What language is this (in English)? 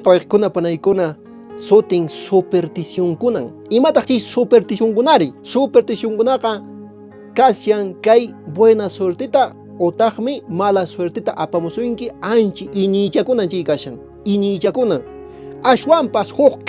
Quechua